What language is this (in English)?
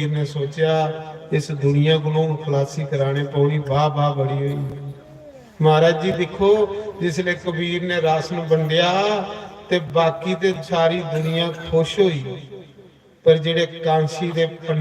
Dogri